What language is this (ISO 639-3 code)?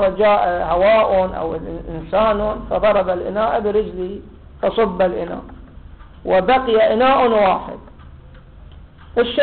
ara